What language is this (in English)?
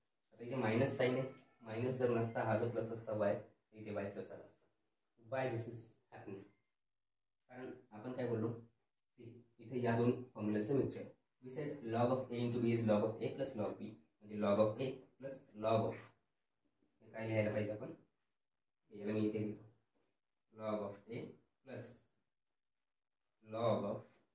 Marathi